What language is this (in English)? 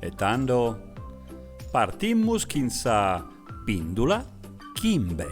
Sardinian